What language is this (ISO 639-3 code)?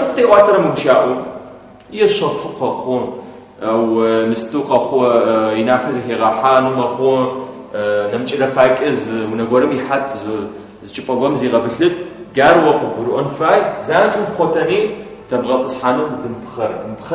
ady